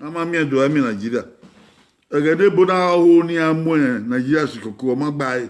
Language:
Bini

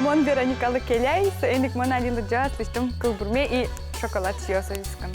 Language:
Udmurt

